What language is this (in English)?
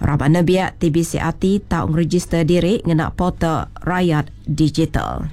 Iban